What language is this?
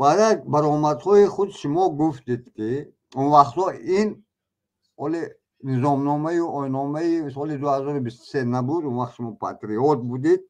Tajik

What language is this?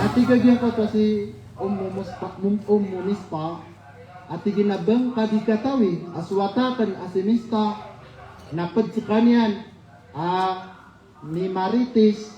Maranao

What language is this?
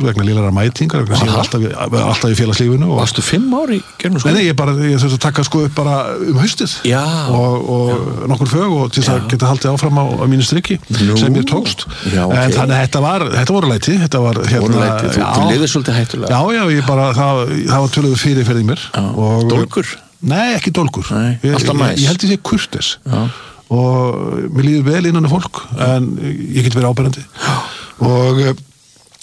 Icelandic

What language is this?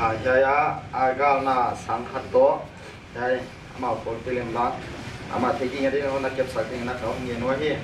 Paite Chin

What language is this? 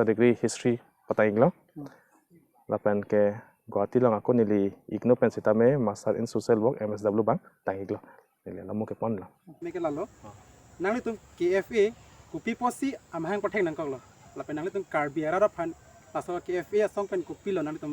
Karbi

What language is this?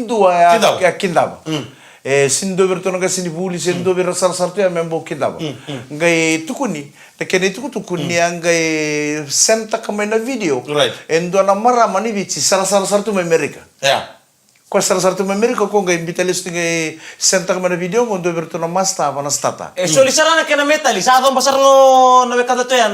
Fijian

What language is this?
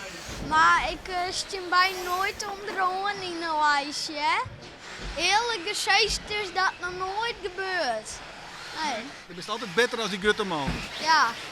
Western Frisian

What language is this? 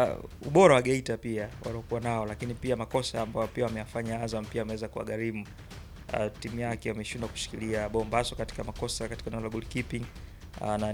Swahili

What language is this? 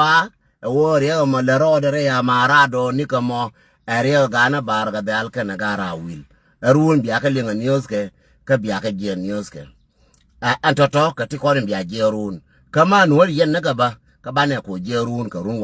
Nuer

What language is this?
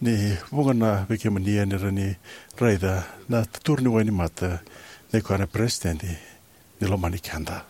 Fijian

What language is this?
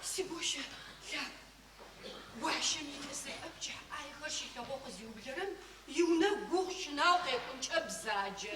Adyghe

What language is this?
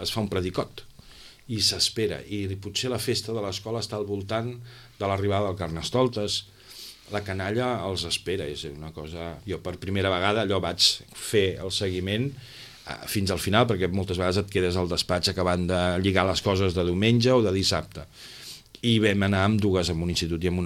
Catalan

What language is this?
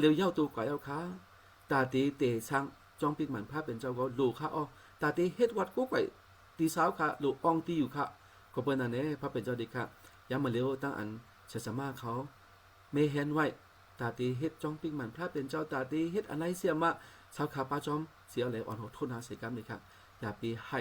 Shan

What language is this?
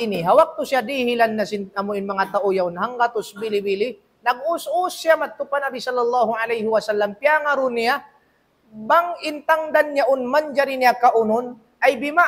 Tausug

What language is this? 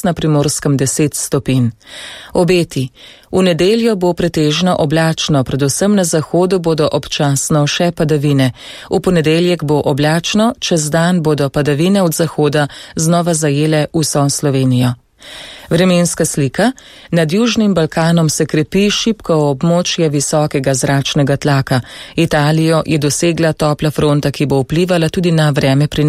Slovenian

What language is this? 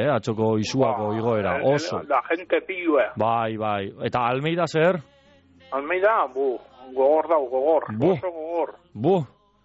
Basque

